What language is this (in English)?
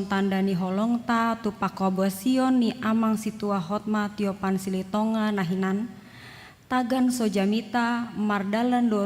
Batak Toba